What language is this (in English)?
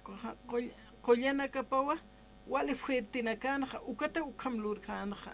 Aymara